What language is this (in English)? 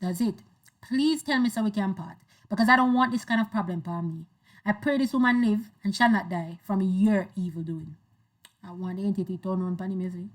Jamaican Creole English